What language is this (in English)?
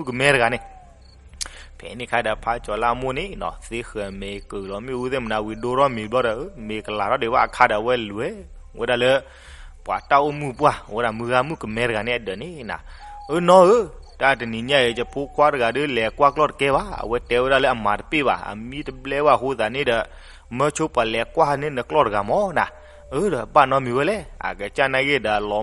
S'gaw Karen